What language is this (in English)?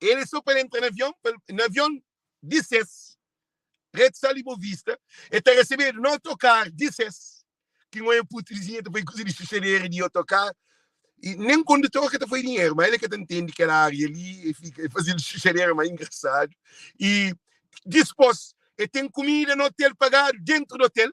Kabuverdianu